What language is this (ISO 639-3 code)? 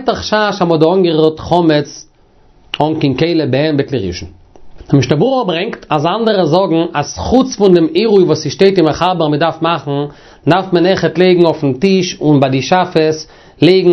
yid